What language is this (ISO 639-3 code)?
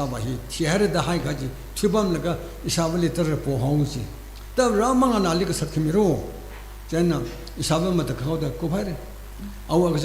nmf